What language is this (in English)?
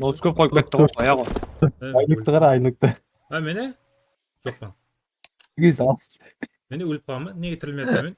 Kara-Kalpak